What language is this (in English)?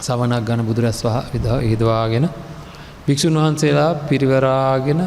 Sinhala